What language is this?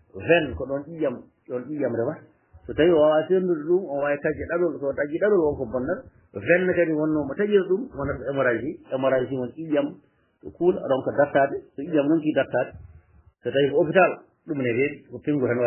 Fula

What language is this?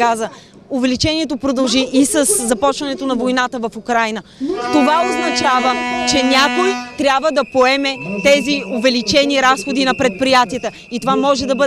Bulgarian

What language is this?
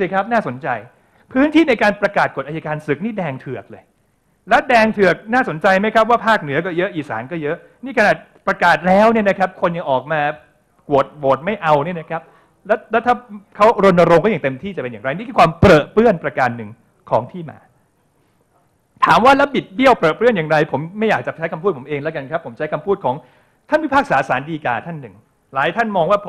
Thai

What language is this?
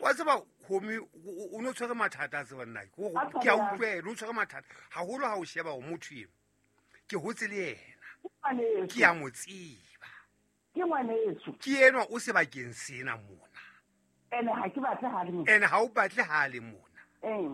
Southern Sotho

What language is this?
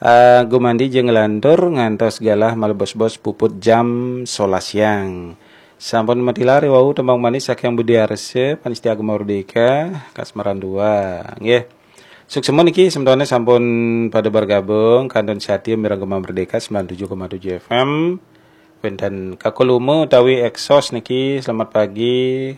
Balinese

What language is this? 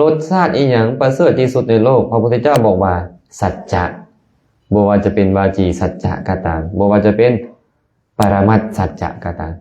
Lao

